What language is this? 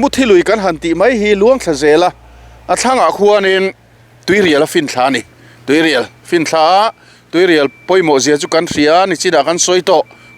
Mizo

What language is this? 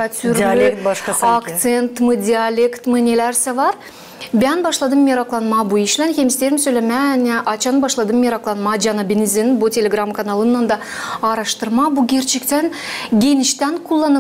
Gagauz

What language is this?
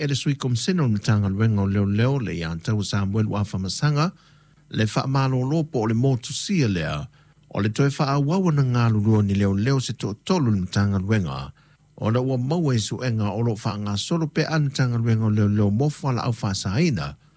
Samoan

